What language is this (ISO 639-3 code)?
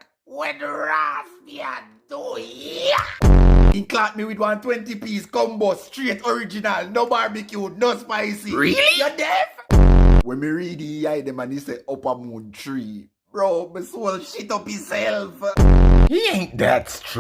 jam